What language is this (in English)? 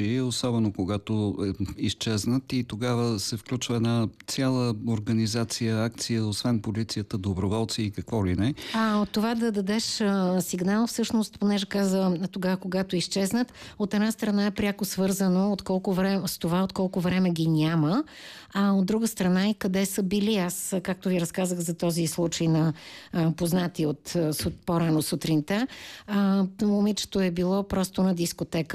Bulgarian